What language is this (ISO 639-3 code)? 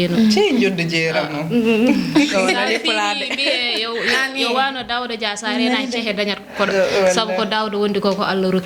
ful